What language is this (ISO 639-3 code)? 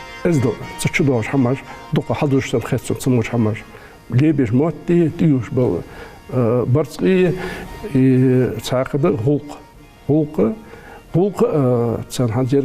inh